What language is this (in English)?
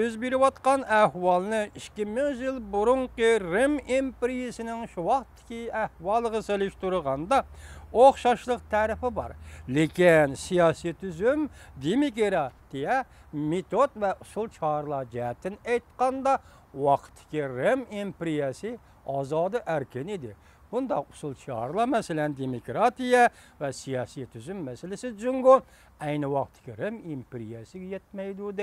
Uyghur